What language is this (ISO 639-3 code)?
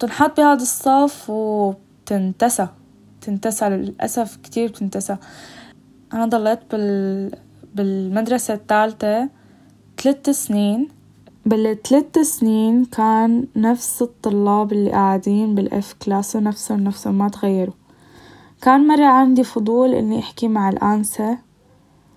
apc